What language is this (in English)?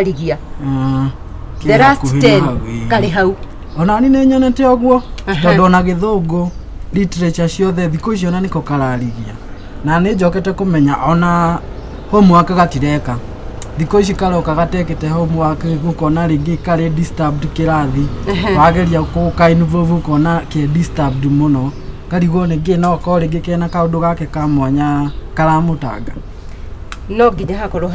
Kikuyu